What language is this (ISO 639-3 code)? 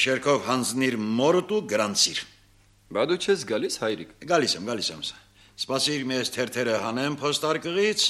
hye